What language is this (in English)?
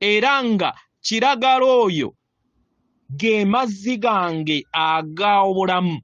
Ganda